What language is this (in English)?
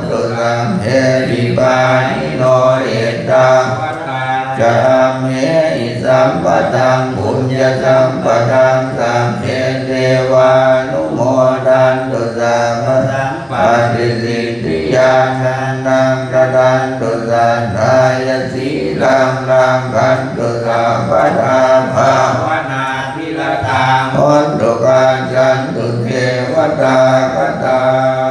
Pali